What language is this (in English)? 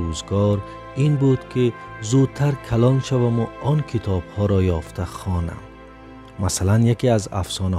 Tajik